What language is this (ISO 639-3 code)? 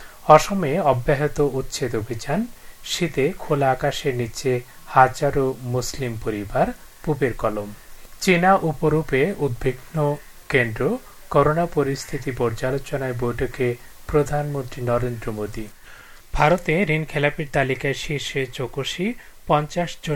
ben